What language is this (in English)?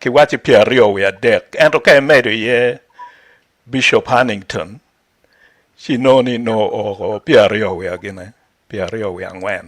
Acoli